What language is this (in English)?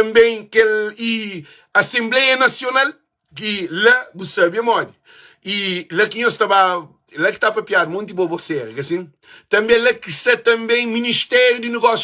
Kabuverdianu